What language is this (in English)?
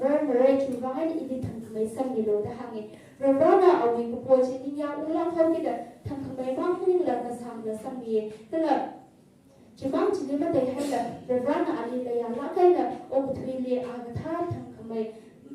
Tangkhul Naga (India)